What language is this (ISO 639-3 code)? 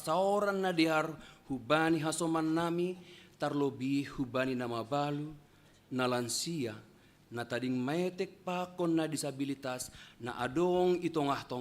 bts